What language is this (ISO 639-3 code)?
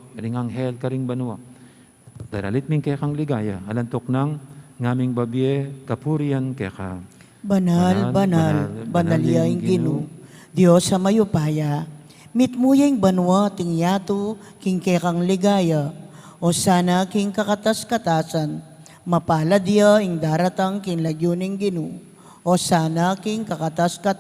pam